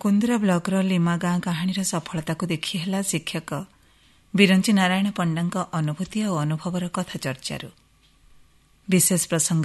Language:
Odia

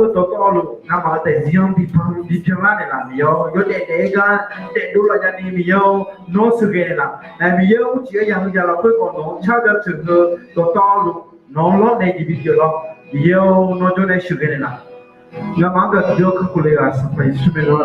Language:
Akha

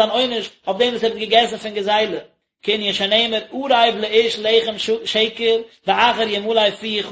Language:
Yiddish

